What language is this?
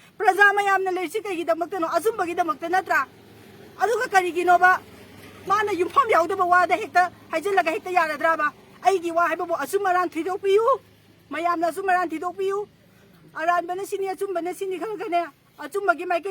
Manipuri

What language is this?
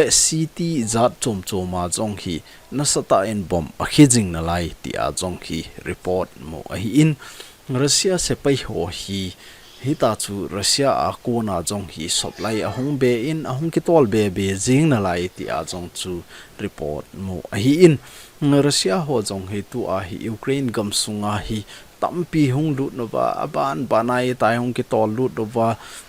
Thado Chin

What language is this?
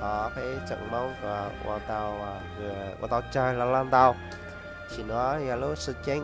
Hmong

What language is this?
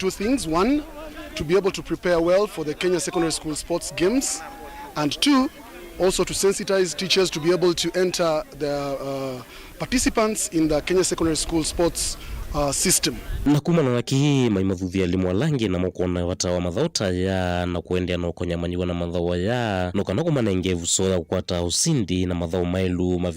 Kamba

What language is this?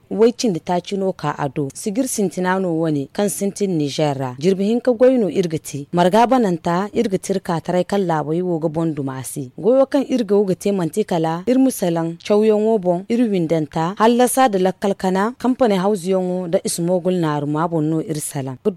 Zarma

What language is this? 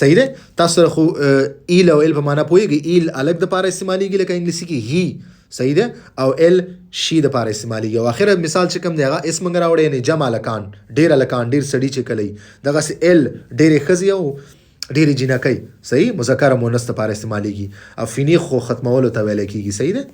Pashto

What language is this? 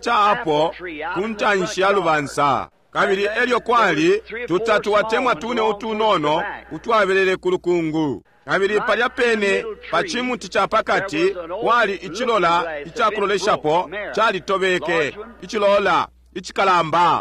Bemba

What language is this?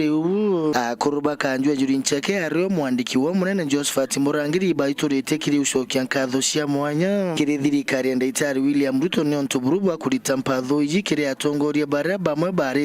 Meru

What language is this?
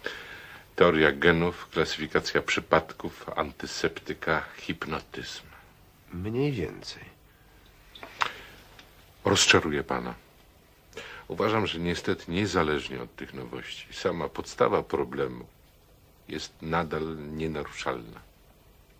Polish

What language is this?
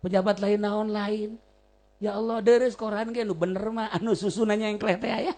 Sundanese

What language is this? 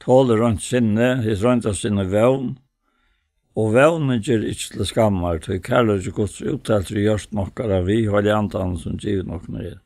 Faroese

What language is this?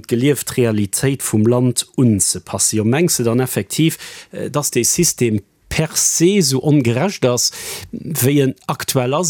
Luxembourgish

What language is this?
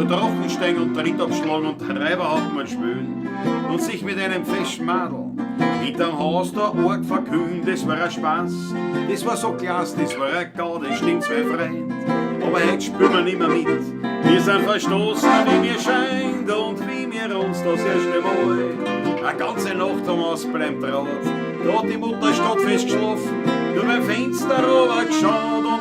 Bavarian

